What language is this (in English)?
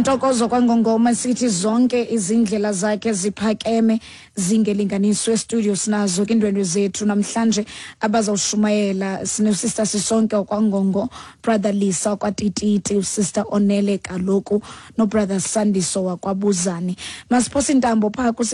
Xhosa